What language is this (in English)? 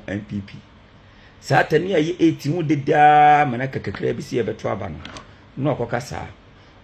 Akan